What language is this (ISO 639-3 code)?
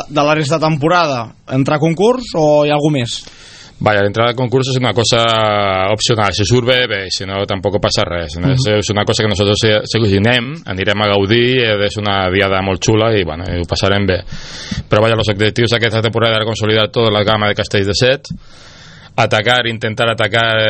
cat